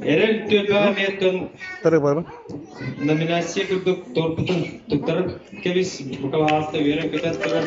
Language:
Yakut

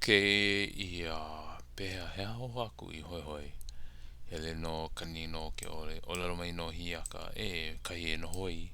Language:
Hawaiian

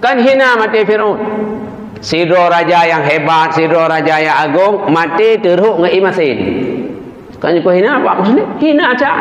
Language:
Achinese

